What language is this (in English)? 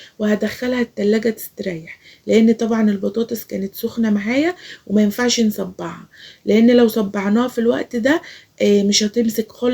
Egyptian Arabic